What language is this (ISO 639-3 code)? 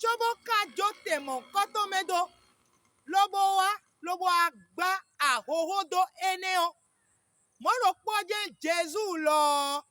fon